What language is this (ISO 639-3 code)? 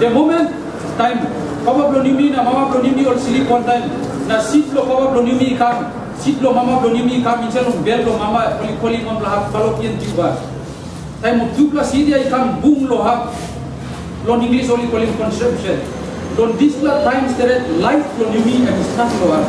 tpi